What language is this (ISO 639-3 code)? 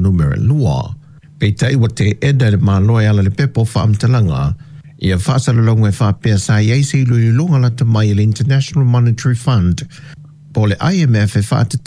smo